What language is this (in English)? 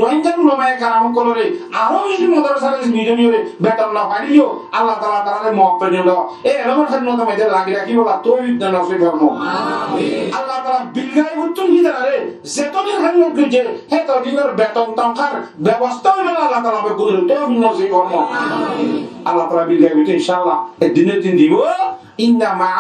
Rohingya